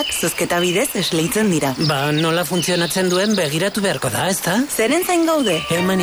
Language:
Basque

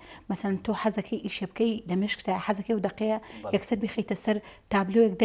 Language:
Central Kurdish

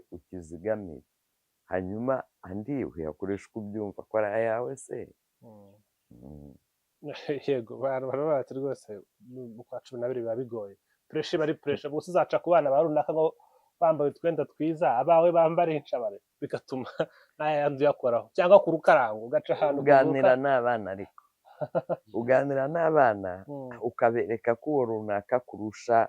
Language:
Kinyarwanda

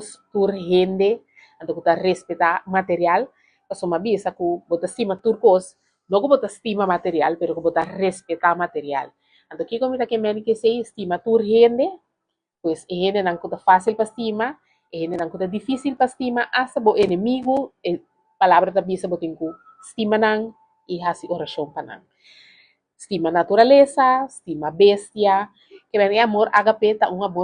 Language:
Papiamento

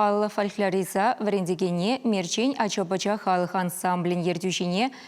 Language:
Chuvash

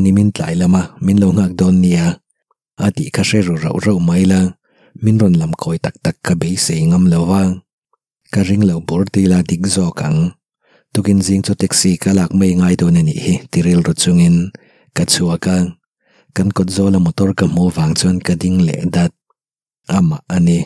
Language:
Mizo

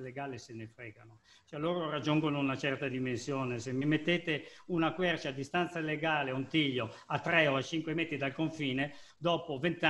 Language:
Italian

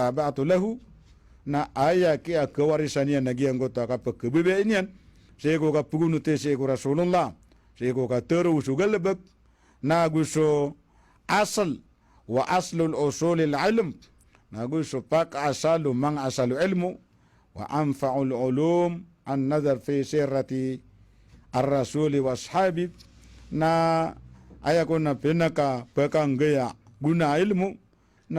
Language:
Maranao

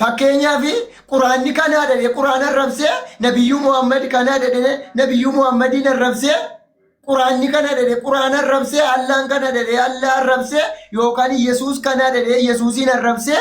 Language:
Oromo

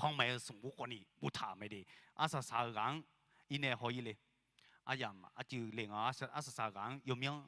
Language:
Akha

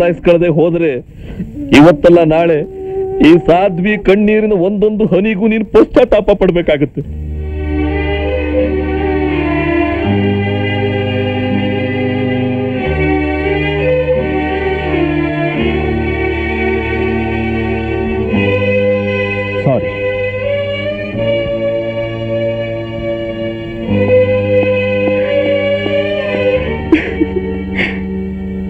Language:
Kannada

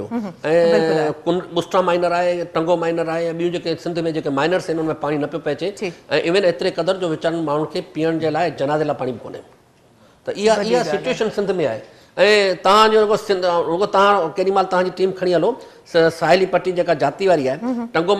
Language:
Sindhi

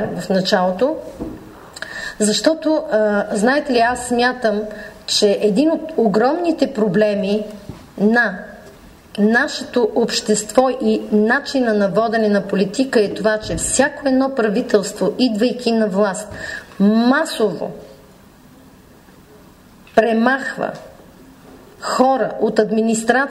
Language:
Bulgarian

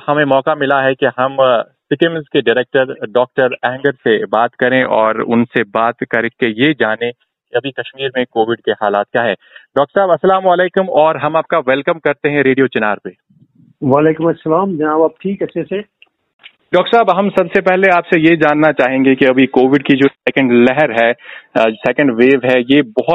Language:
Hindi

